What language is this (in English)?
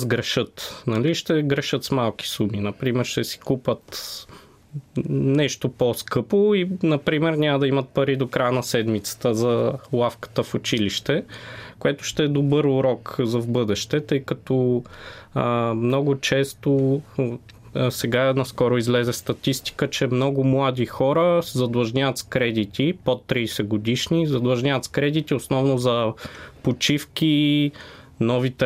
Bulgarian